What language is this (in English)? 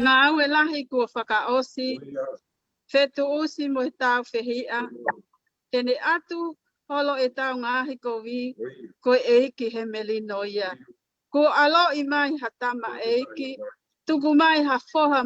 Tongan